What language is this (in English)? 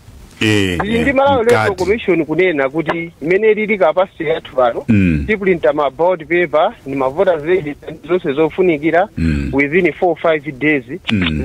Nyanja